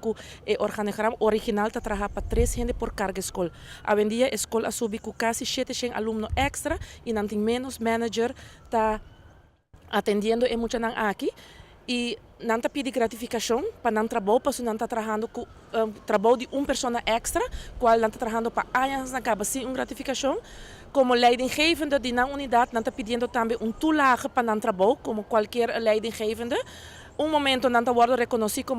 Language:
Papiamento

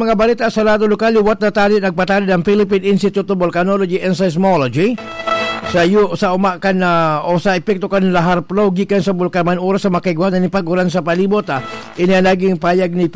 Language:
Bikol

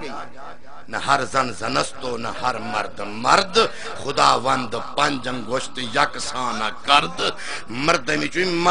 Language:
Saraiki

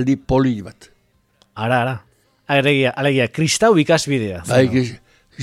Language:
Basque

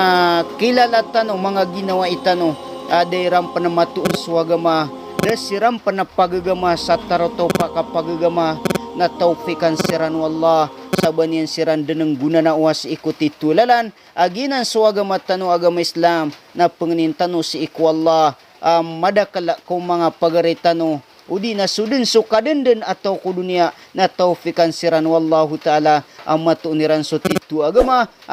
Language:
Maranao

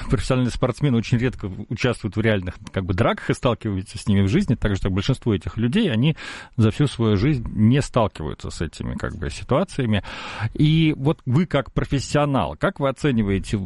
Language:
Russian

